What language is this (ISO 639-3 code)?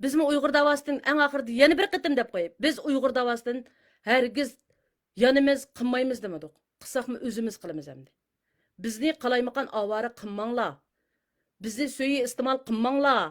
uig